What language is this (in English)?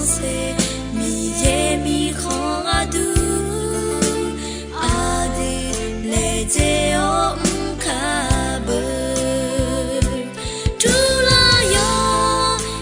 Akha